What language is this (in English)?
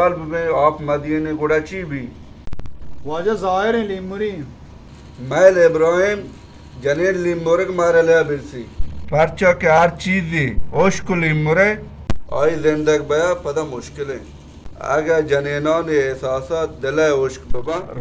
Baluchi